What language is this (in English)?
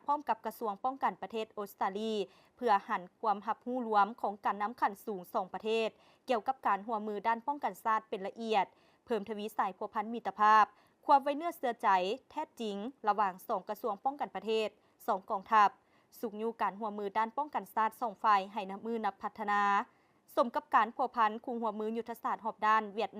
Lao